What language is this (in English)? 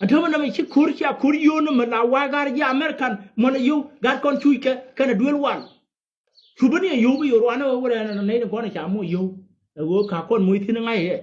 Nuer